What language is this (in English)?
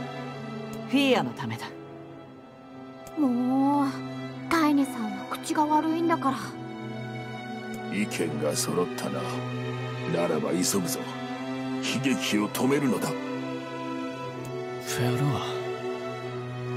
Japanese